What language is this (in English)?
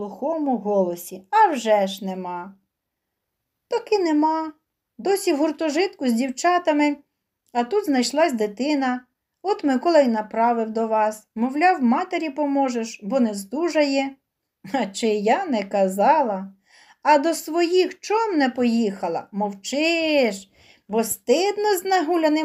Ukrainian